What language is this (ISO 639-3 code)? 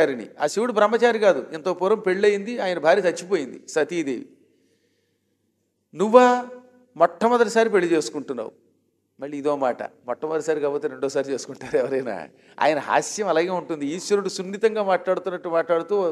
tel